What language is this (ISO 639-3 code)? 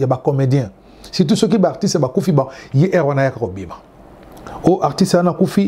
lin